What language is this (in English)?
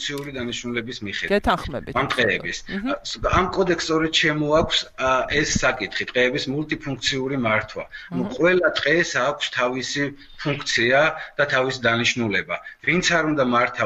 Georgian